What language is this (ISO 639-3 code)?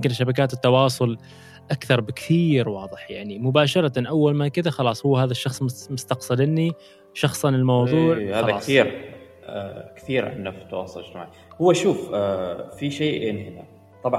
afb